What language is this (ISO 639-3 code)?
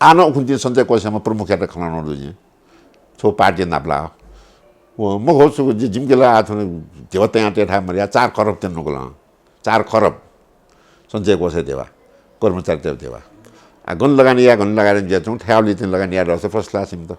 new